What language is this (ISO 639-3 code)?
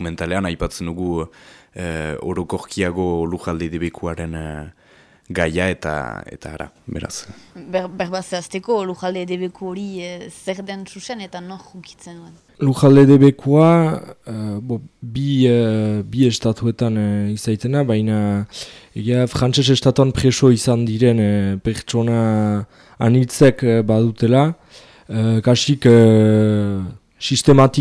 eus